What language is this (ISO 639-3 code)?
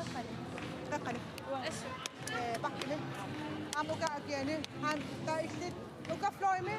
kal